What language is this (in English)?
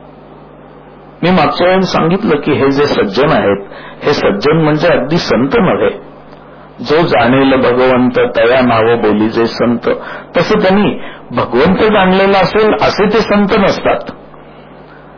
Marathi